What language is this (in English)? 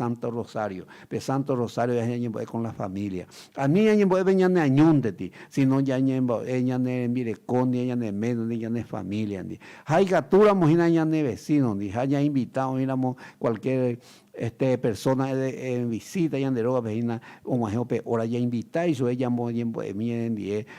Guarani